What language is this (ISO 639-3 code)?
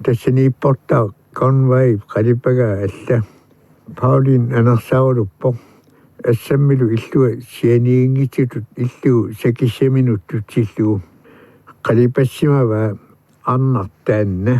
kal